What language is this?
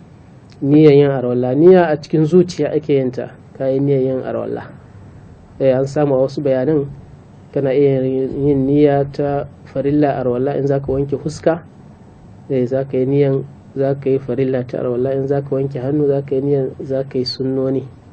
Hausa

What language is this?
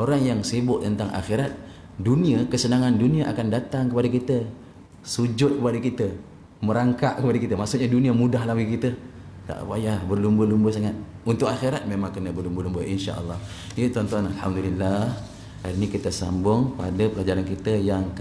Malay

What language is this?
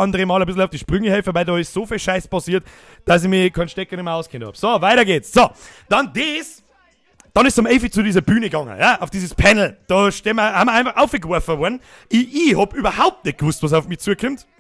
Bavarian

